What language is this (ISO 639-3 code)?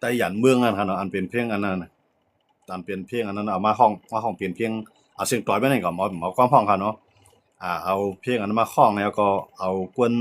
shn